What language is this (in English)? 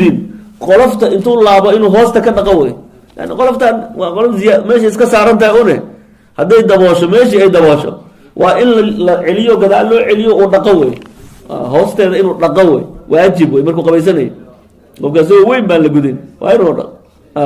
Somali